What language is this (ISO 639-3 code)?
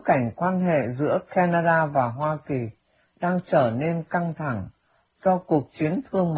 vie